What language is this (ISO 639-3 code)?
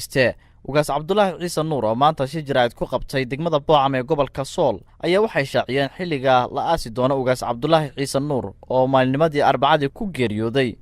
som